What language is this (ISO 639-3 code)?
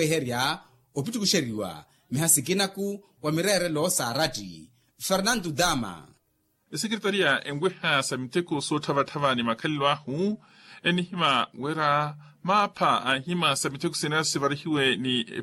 vmw